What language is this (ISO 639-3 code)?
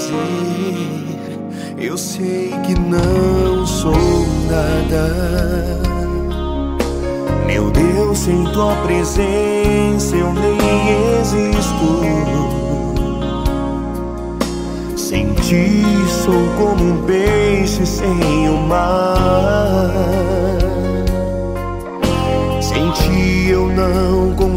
por